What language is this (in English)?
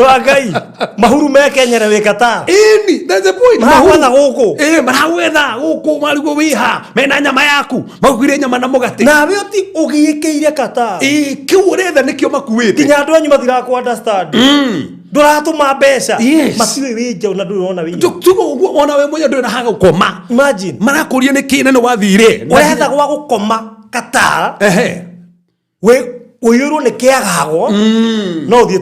Kikuyu